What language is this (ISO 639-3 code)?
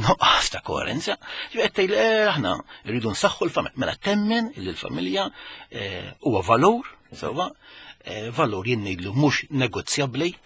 mlt